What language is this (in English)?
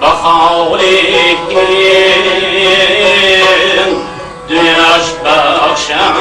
Tajik